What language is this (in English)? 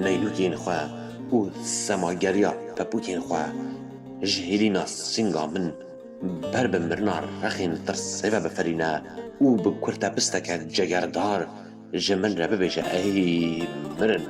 Kurdish